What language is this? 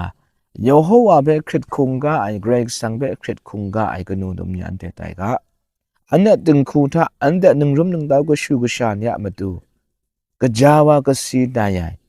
Kachin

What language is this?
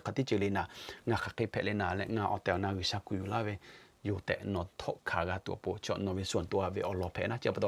Lahu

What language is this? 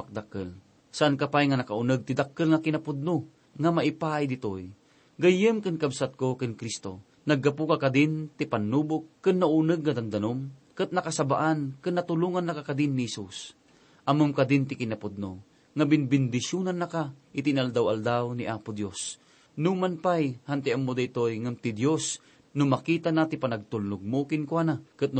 Iloko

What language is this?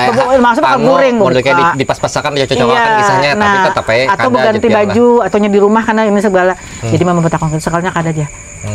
Banjar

